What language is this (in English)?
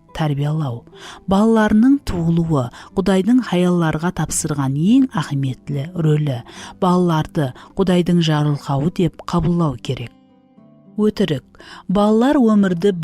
Kara-Kalpak